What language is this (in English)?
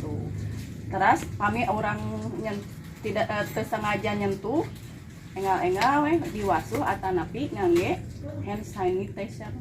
Sundanese